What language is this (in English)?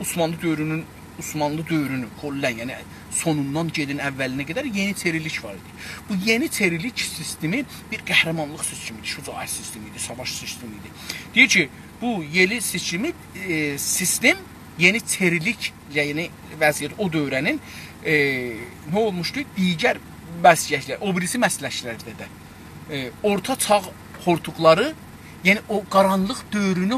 South Azerbaijani